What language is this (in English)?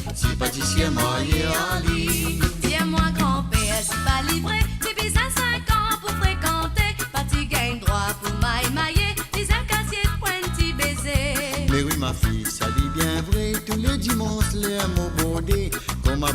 Morisyen